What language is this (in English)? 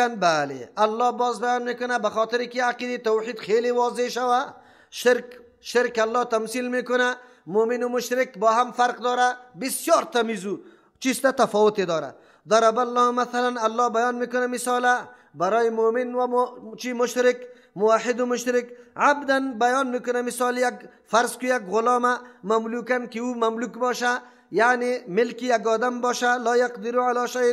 Persian